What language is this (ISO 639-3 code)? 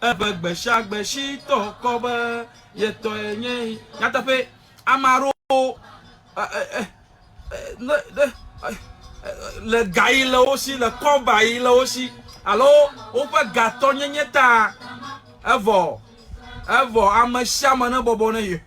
ewe